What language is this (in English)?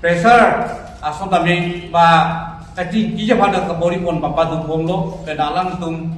Karbi